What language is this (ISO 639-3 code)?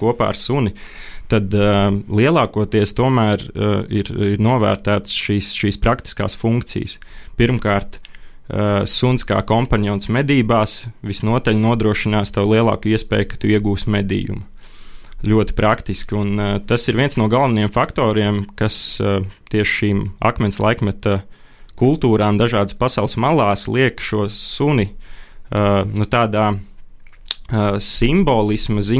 lav